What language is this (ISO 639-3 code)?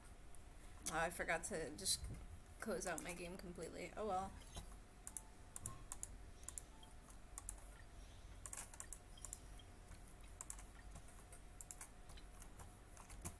eng